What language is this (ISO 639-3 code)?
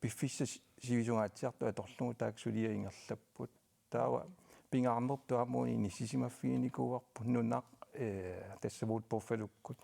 kal